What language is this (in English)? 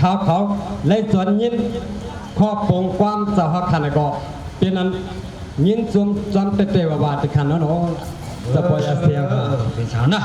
Shan